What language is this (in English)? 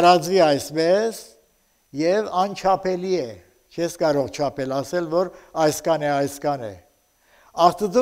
Armenian